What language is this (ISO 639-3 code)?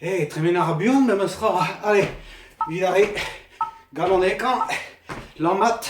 bre